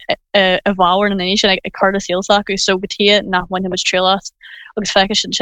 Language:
Irish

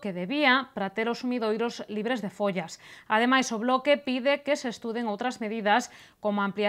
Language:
Galician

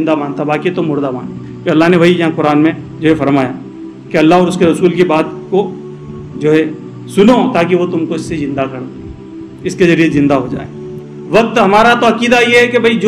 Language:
Urdu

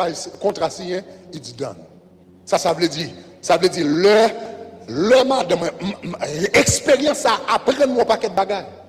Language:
Haitian Creole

